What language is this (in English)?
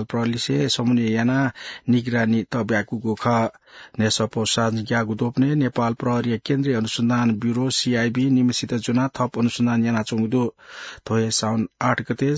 Newari